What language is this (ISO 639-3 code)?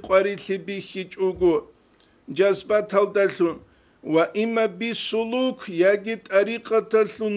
ava